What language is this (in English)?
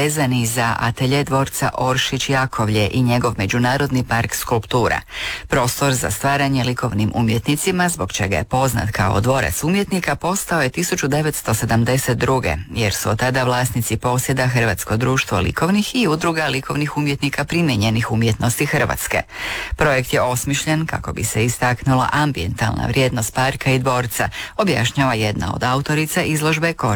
Croatian